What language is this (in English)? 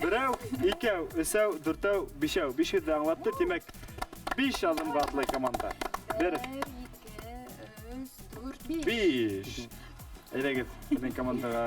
Bashkir